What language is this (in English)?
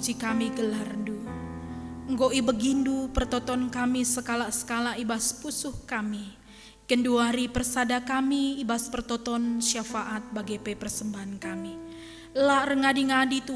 Batak Karo